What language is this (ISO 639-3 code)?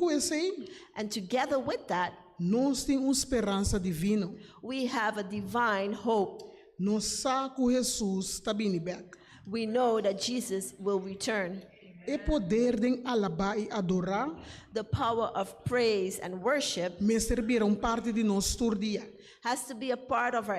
pap